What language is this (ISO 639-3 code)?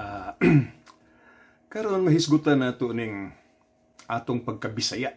ceb